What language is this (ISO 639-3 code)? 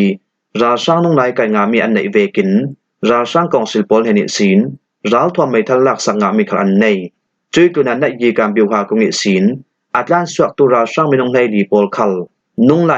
cfm